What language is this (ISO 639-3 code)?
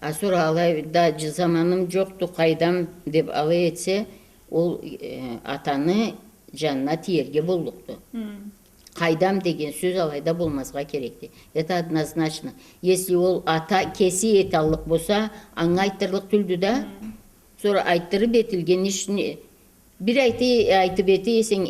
krc